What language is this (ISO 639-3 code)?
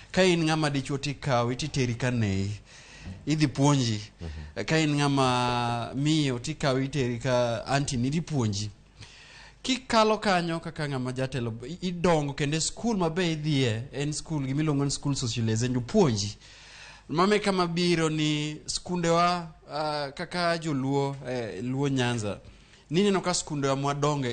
luo